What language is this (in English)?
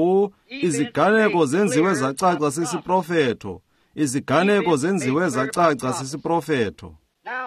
Xhosa